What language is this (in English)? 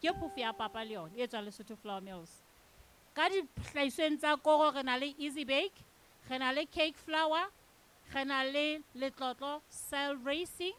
Southern Sotho